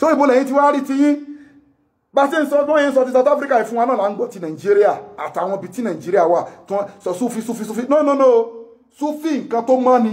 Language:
Yoruba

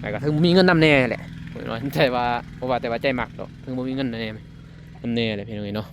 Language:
Lao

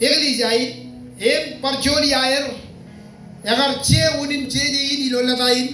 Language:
Marshallese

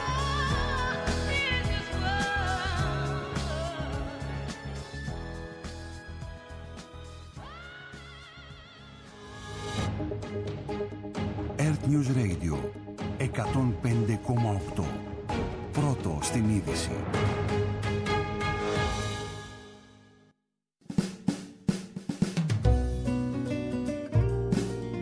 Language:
Greek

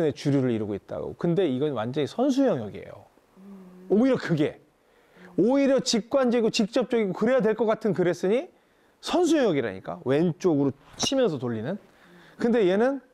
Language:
Korean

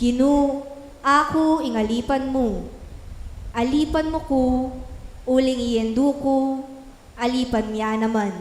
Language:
Pampanga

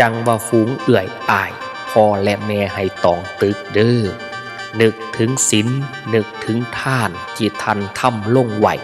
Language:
Northeastern Thai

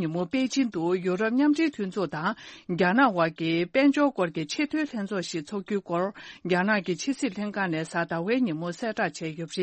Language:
Tibetan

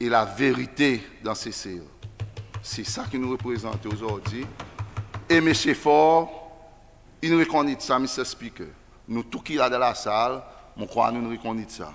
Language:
Seselwa Creole French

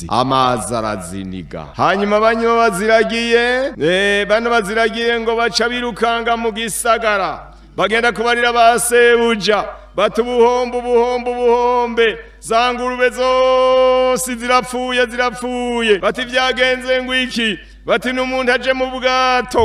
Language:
Rundi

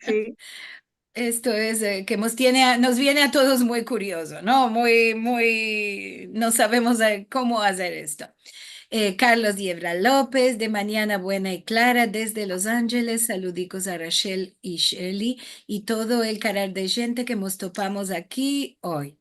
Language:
Ladino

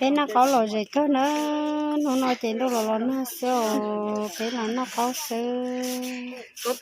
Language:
Hmong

